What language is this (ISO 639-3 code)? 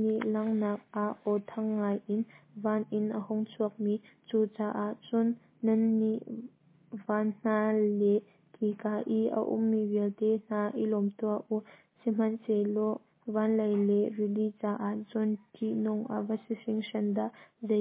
cnh